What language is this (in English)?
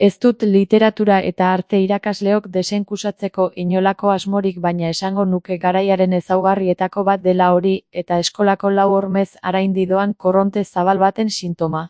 Basque